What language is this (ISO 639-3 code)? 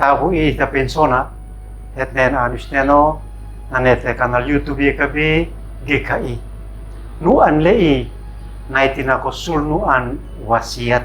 aoz